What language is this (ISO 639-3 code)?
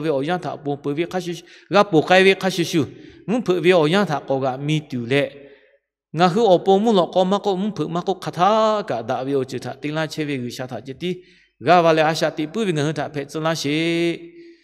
lhu